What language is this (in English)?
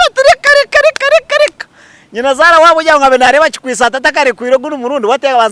Nyankole